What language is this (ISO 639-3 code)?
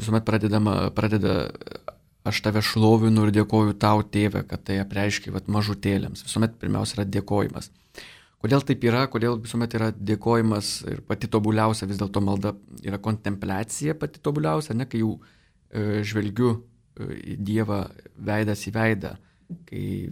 lit